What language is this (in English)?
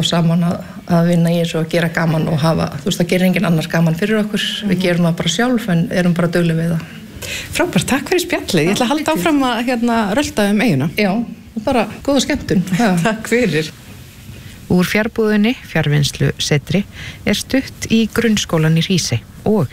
Icelandic